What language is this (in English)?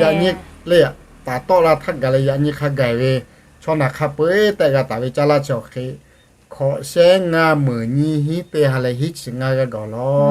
Lahu